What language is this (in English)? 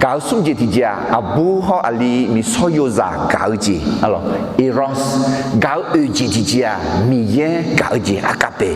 Akha